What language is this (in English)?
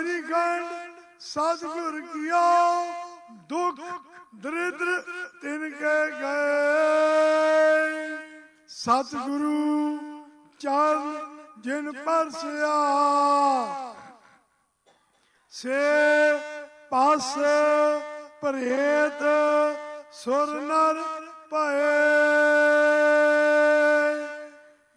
Punjabi